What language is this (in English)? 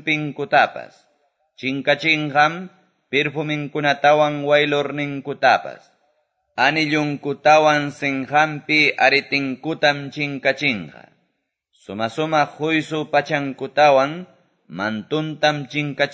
Quechua